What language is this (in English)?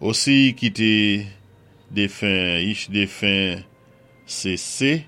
Saint Lucian Creole French